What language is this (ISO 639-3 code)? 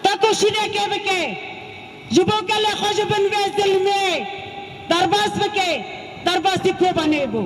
kur